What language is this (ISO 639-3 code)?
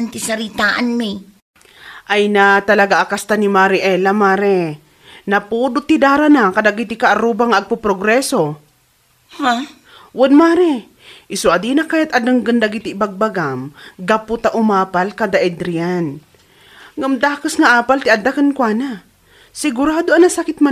ilo